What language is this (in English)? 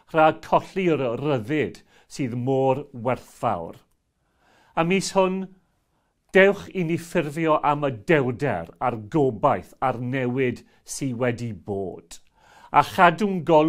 Welsh